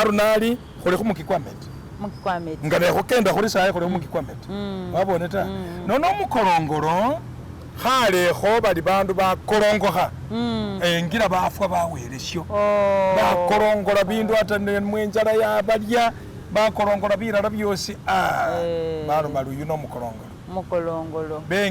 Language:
Masaaba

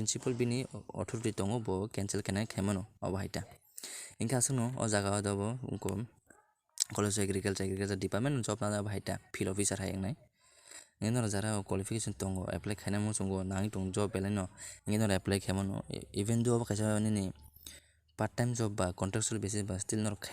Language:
Kok Borok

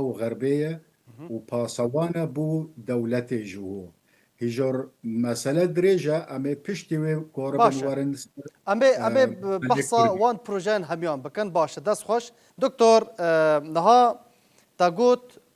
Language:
Kurdish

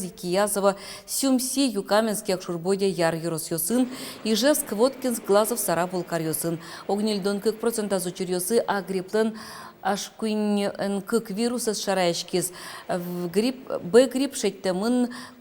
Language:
Udmurt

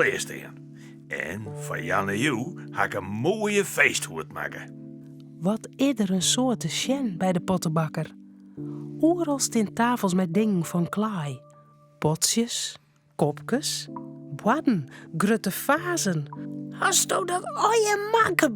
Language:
Western Frisian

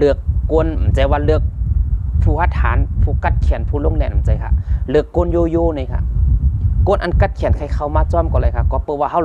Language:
Shan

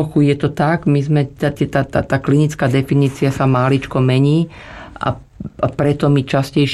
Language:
Slovak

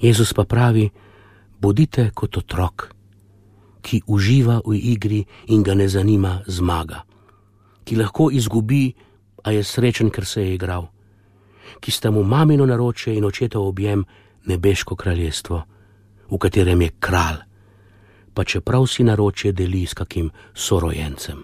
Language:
Slovenian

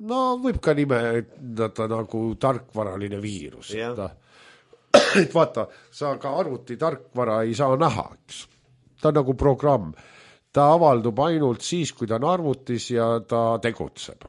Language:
Estonian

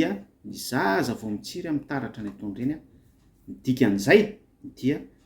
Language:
Malagasy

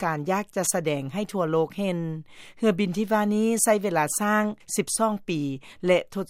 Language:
Lao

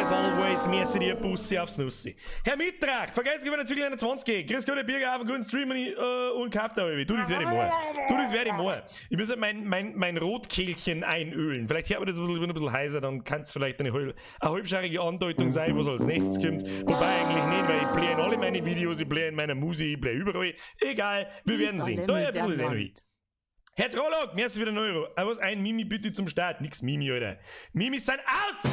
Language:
Bavarian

